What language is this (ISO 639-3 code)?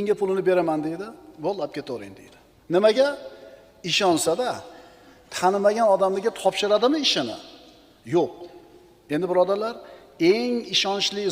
uzb